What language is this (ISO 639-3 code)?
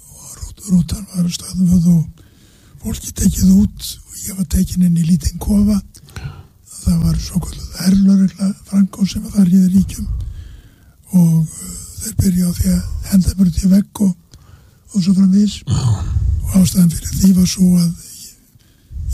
isl